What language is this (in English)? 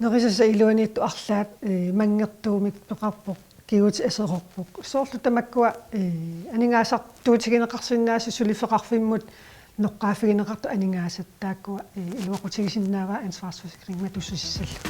Kalaallisut